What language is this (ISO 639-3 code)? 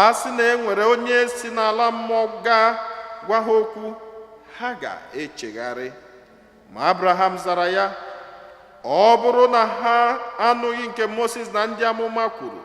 ibo